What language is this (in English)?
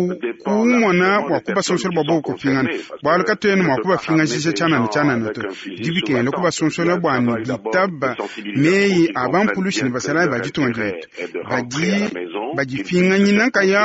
Luba-Lulua